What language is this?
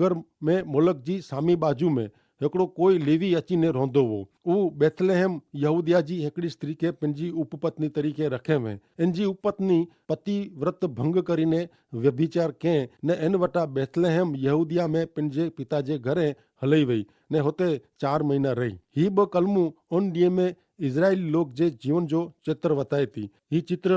Kachhi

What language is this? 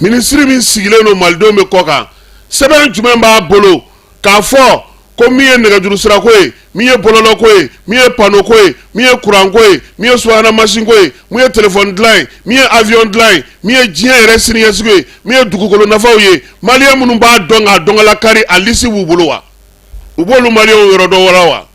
Bambara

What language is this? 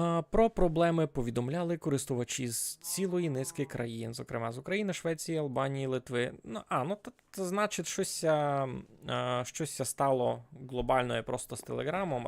Rusyn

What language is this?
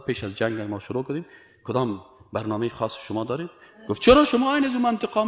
Persian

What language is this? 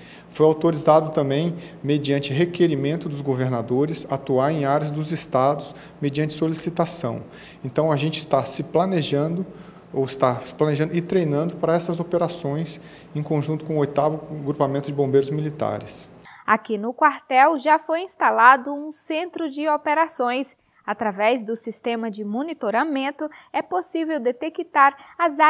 Portuguese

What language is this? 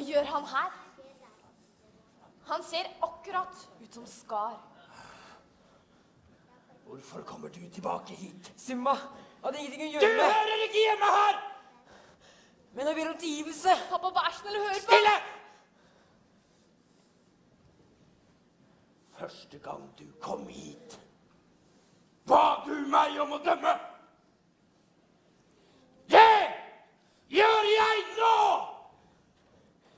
Norwegian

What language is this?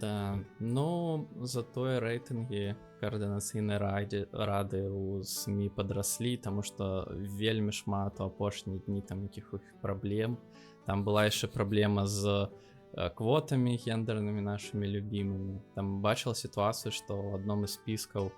Belarusian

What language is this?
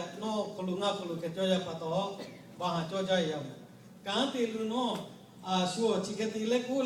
Lahu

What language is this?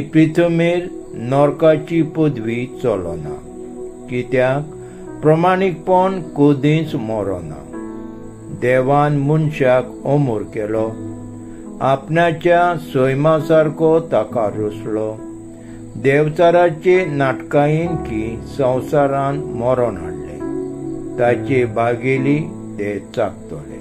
Konkani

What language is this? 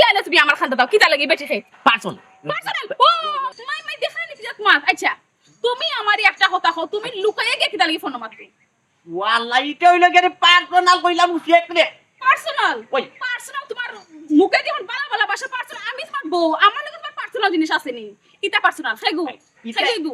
Sylheti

